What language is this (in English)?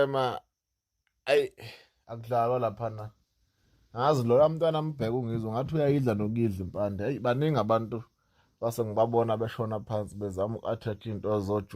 Zulu